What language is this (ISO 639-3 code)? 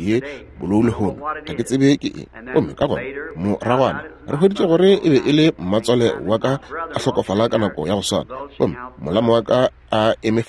nso